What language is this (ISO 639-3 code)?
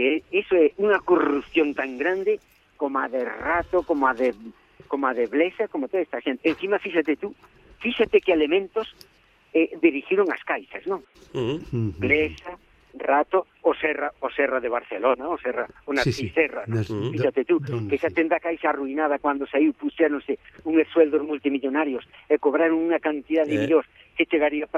glg